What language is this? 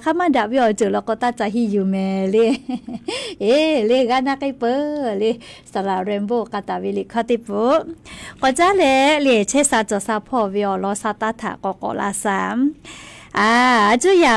Lahu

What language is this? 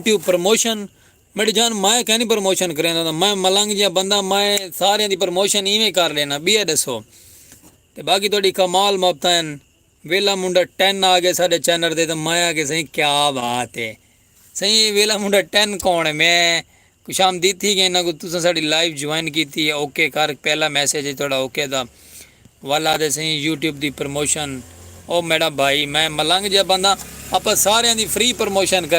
Saraiki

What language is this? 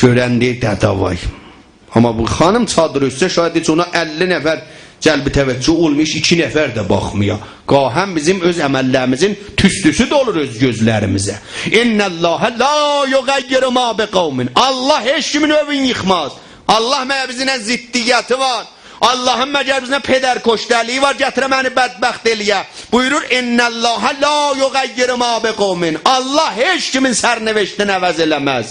South Azerbaijani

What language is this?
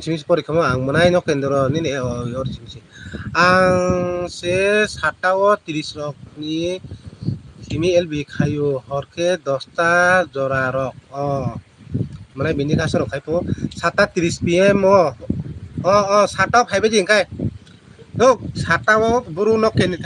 Kok Borok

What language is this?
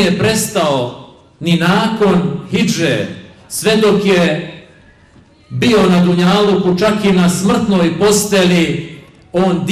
Bosnian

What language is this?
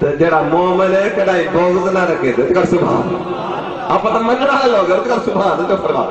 Saraiki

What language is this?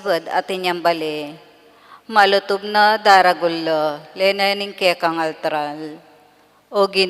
Pampanga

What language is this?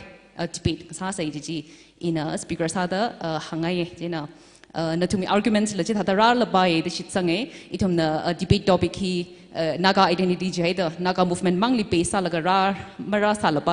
Tangkhul Naga (India)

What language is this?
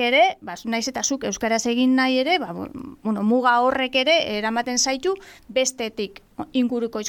Basque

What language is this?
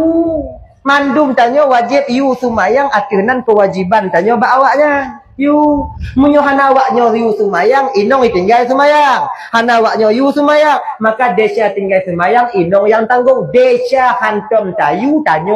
Achinese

